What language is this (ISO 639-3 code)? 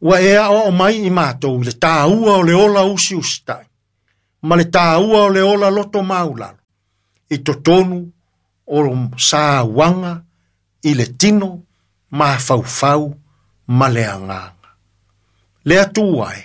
smo